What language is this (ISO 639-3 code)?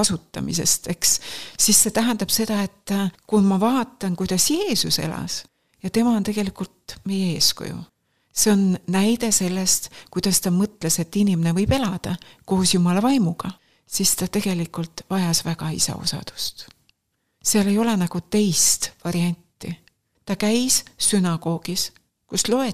est